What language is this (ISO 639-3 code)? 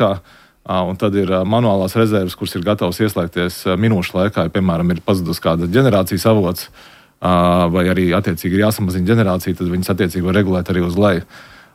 lav